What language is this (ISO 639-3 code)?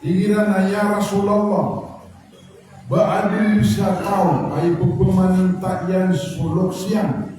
mrw